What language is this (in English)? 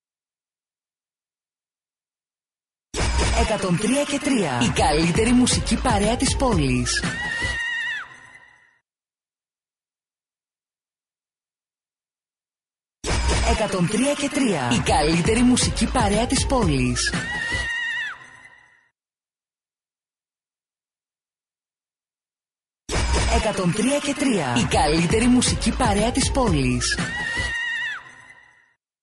Greek